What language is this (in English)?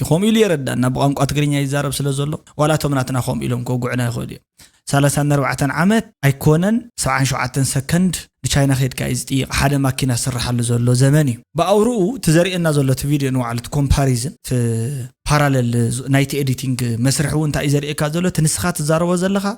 Tigrinya